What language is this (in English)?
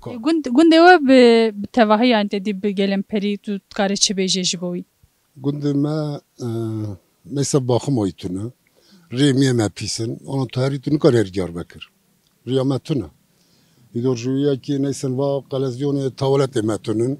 Kurdish